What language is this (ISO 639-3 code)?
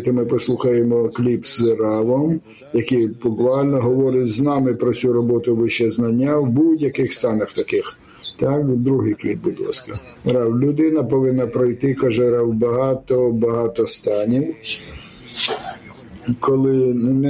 ukr